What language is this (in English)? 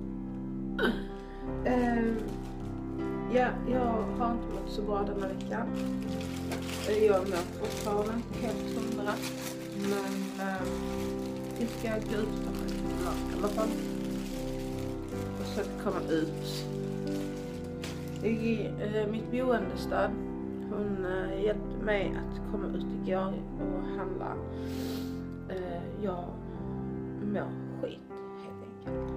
Swedish